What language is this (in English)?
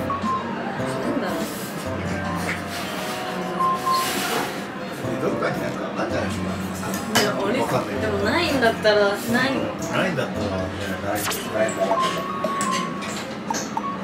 Japanese